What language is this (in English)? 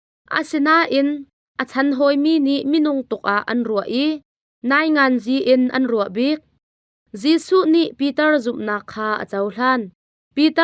Hakha Chin